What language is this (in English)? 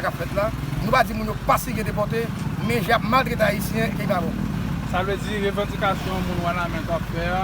Haitian Creole